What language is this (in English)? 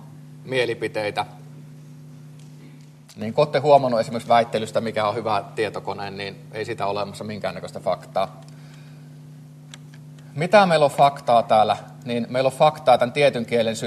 Finnish